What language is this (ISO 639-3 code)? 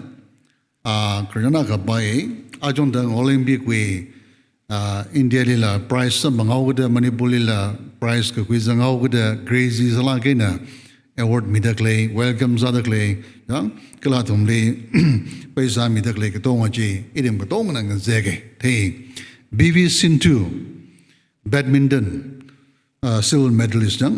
nmf